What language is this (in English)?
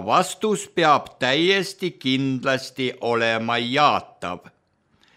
Estonian